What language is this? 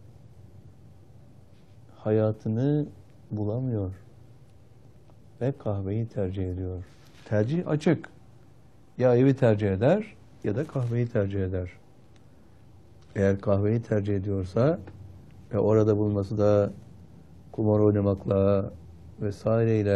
Turkish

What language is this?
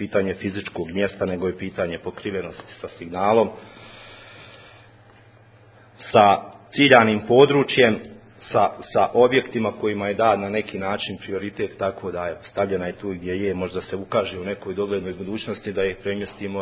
Bosnian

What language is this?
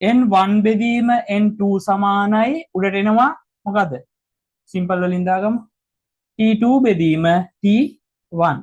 Sinhala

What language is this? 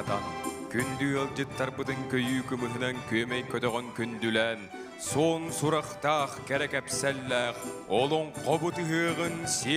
Yakut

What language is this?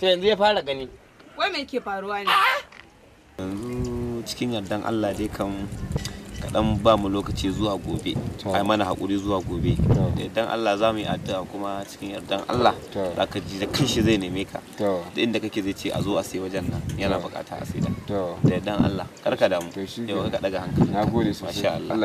Hausa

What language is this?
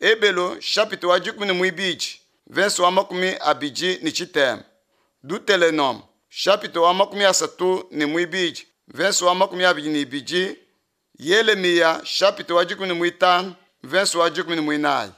Luba-Lulua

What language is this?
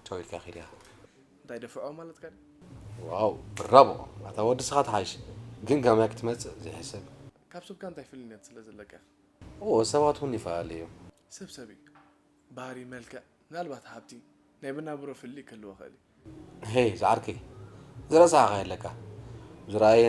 Tigrinya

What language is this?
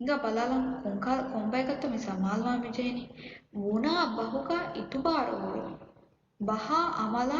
Divehi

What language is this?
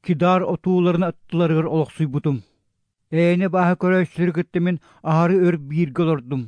Yakut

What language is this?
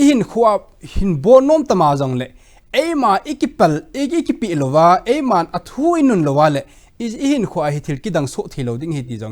Thado Chin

